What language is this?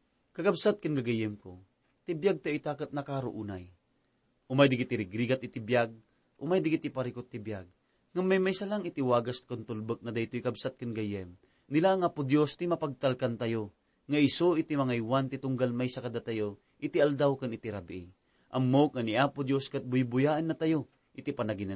Iloko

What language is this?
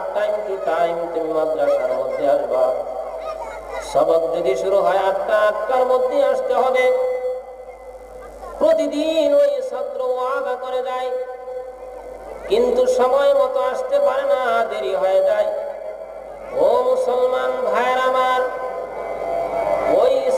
Bangla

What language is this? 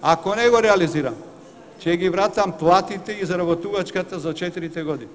Macedonian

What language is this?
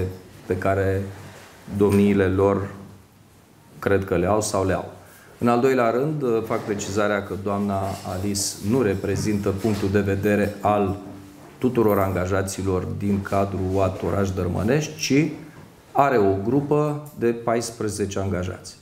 Romanian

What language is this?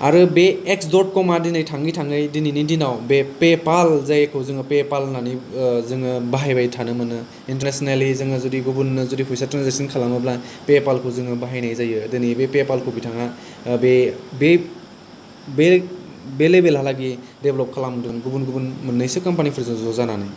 Bodo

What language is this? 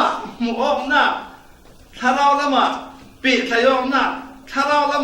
Falam Chin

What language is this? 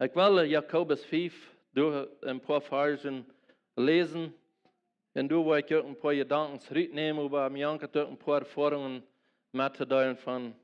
Plautdietsch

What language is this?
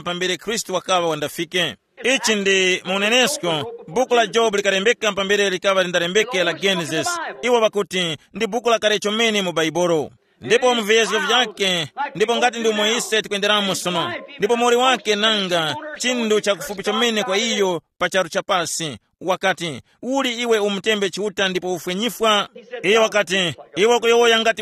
Tumbuka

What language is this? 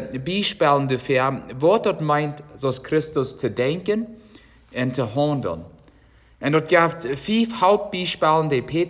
Plautdietsch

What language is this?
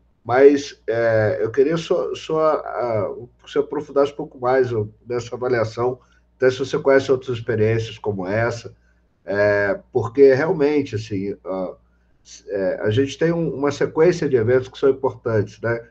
Portuguese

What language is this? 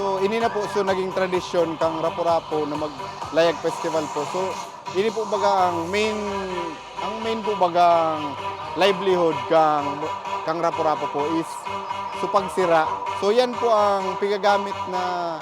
Bikol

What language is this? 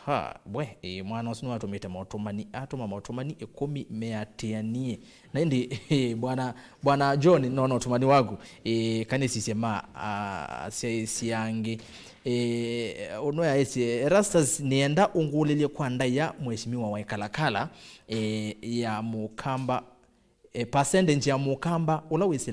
Kamba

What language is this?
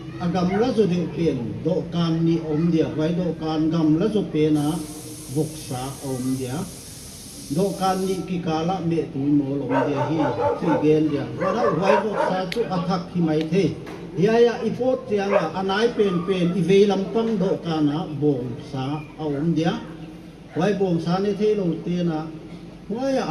Paite Chin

